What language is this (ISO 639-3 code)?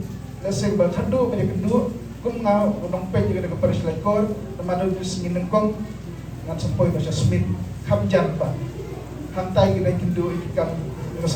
kha